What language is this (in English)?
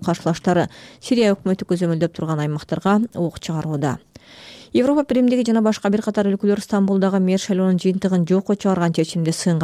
Kyrgyz